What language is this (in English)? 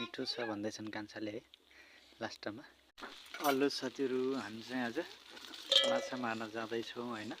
Nepali